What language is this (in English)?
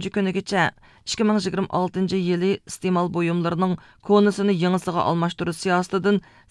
Uyghur